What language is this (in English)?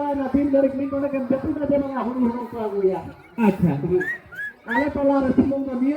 Santali